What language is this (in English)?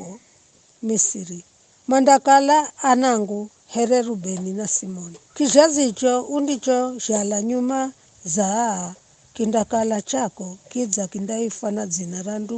Giryama